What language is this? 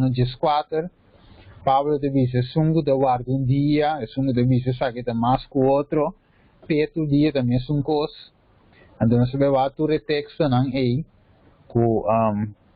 Papiamento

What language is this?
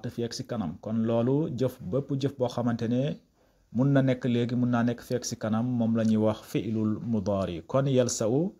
Wolof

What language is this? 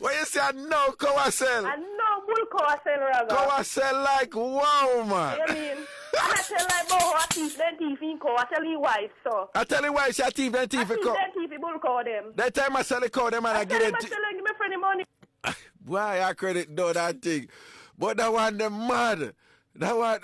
Jamaican Creole English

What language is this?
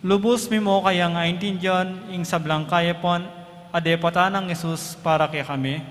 Pampanga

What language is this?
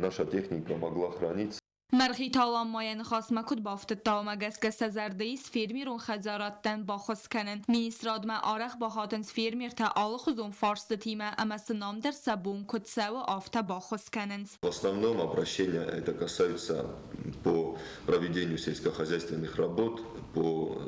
Ossetic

